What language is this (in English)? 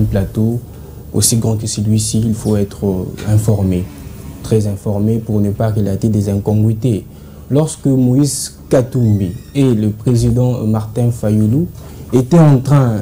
French